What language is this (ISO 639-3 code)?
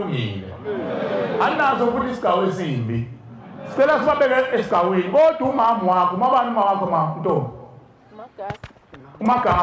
zul